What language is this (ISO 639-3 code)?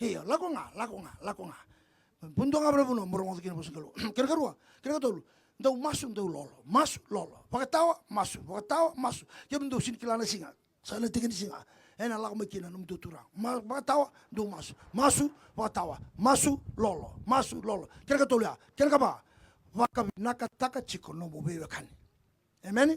fij